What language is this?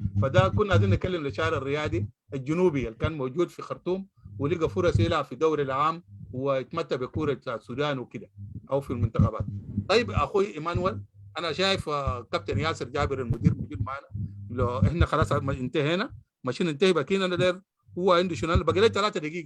Sudanese Arabic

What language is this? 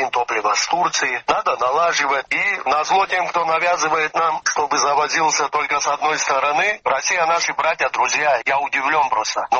Russian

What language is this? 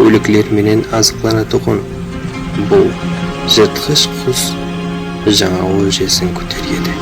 Kara-Kalpak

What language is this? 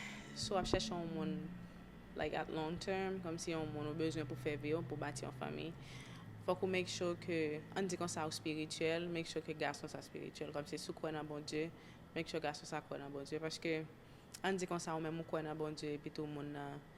Haitian Creole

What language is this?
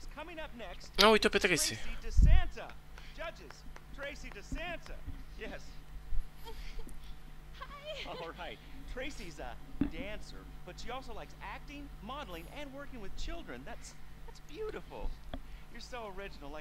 Romanian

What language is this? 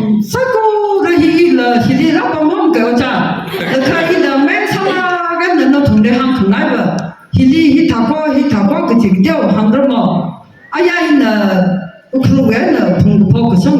Tangkhul Naga (India)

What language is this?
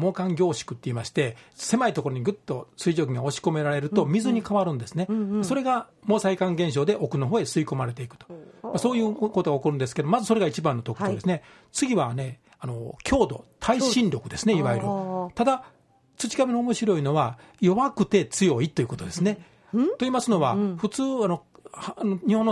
Japanese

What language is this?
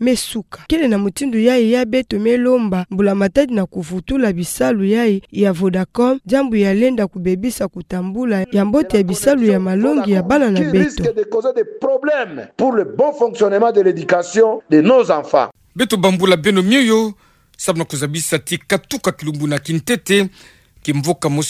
Kituba (Democratic Republic of Congo)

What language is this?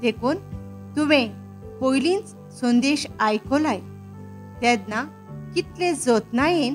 Konkani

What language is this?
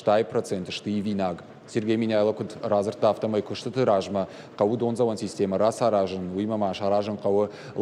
Ossetic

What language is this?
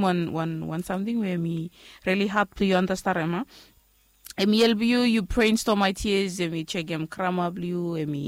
Bislama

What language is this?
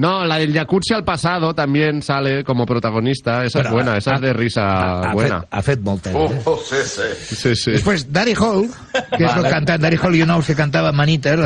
Catalan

